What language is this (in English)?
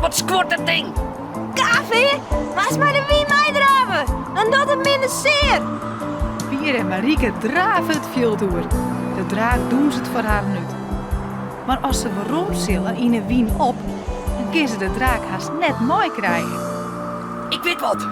Western Frisian